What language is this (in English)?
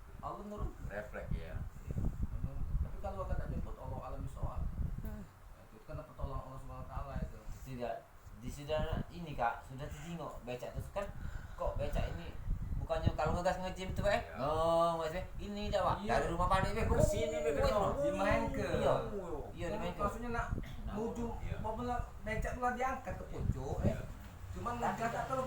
Musi